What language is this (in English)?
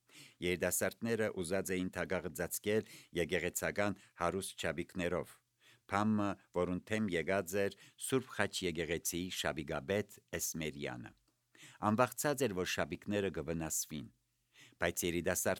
Armenian